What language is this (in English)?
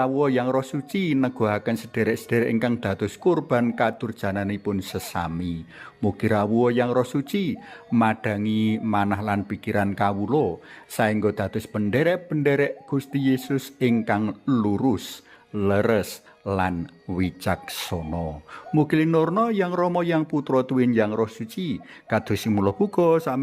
Javanese